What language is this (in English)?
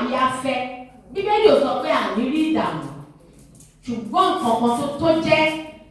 Yoruba